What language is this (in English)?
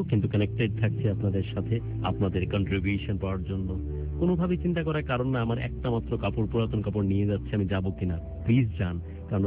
Bangla